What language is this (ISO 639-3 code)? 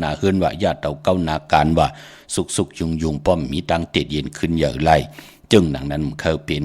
shn